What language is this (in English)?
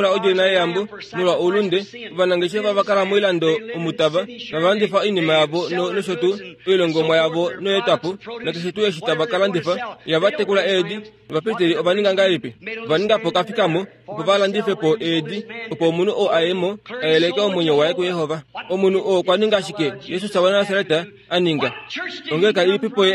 Kuanyama